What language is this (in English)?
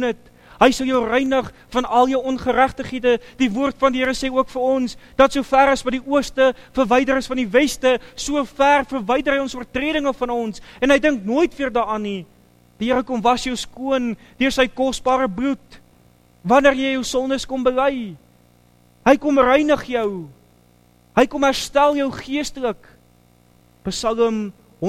Afrikaans